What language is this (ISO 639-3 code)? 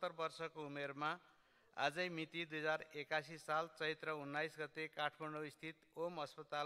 nep